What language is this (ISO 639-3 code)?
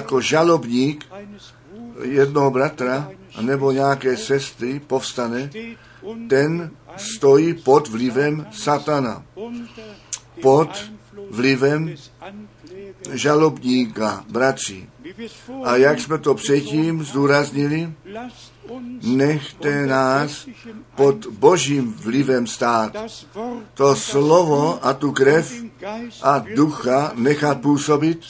ces